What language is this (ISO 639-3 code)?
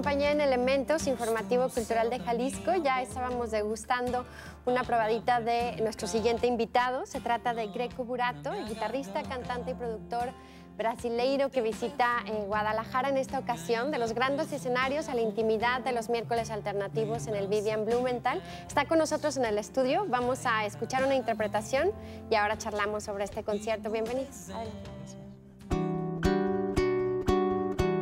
spa